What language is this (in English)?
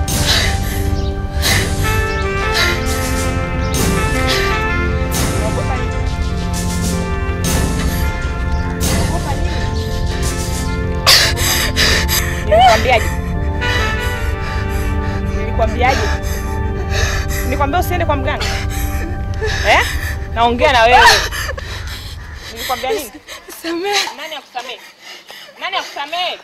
Swahili